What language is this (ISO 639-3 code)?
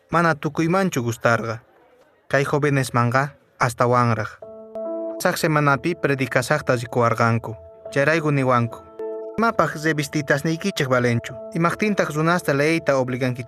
que